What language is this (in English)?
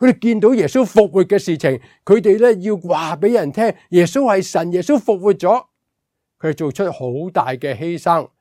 Cantonese